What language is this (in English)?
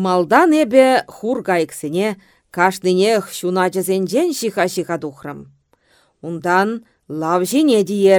Chuvash